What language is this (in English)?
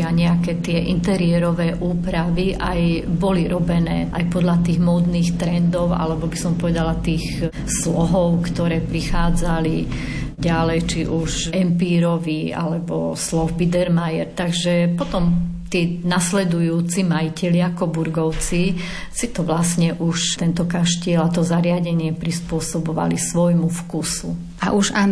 Slovak